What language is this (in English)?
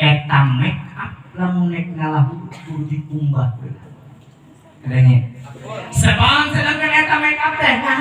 Sundanese